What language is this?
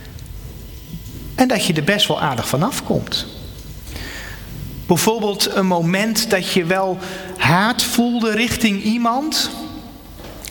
Dutch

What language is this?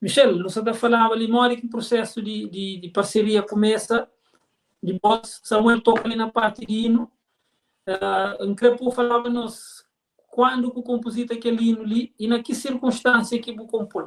Kabuverdianu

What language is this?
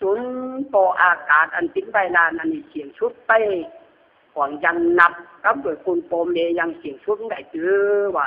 Lü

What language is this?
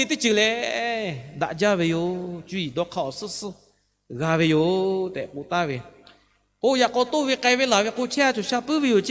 Lahu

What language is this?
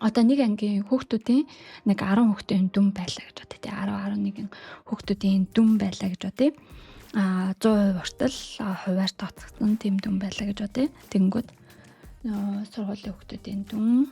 Mongolian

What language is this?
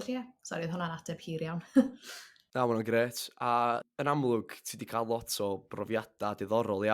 Welsh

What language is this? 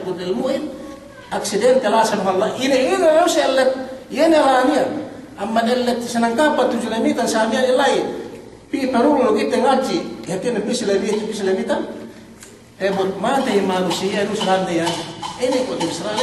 Yakan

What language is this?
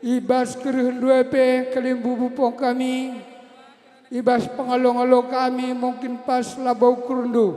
Batak Karo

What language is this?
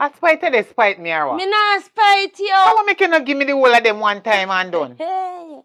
Jamaican Creole English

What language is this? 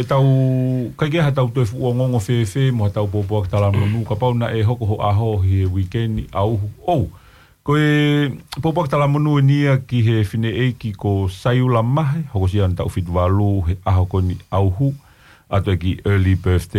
Tongan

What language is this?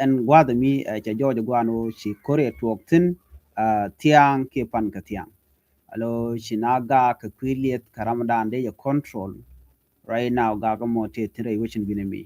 Nuer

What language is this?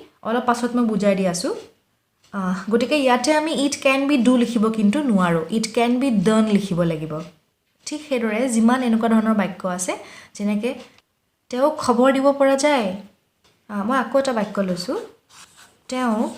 Assamese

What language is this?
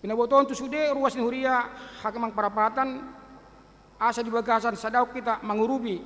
Batak Toba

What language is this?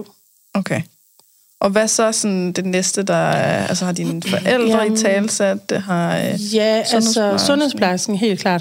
Danish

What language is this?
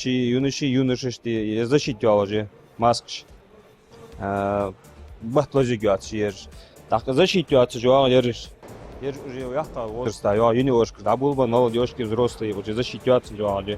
Ingush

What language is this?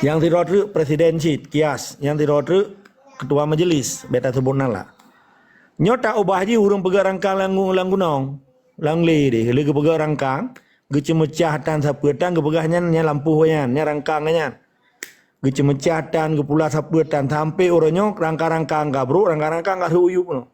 Achinese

